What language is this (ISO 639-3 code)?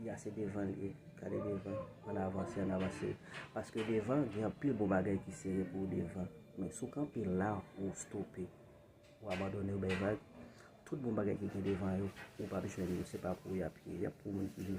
hat